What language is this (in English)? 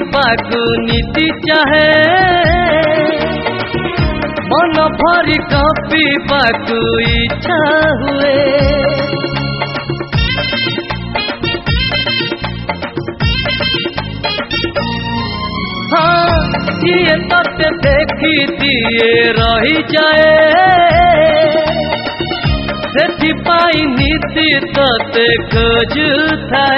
Odia